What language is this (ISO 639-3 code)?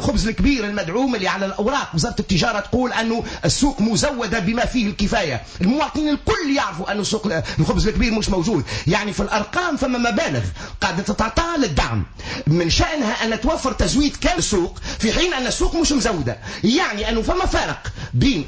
aeb